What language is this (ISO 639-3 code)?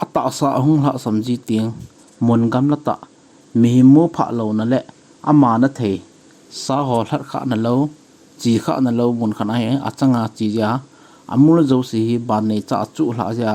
tcz